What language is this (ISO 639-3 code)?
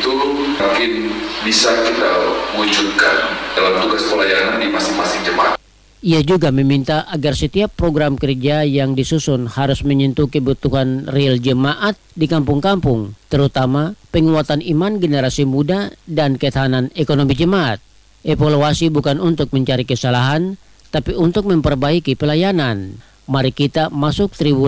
ind